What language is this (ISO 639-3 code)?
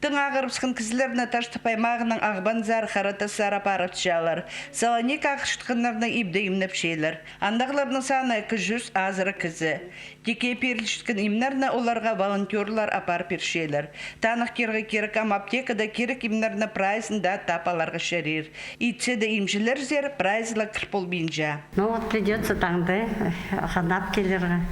kjh